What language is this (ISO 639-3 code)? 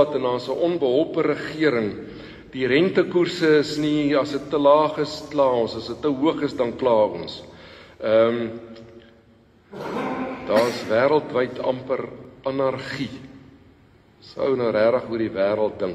afr